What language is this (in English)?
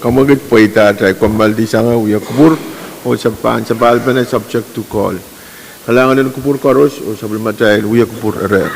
Pohnpeian